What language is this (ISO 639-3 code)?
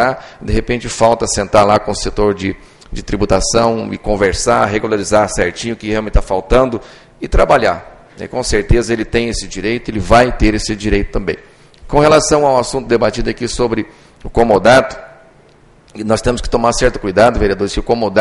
por